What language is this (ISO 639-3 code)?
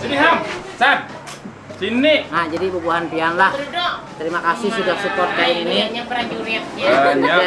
bjn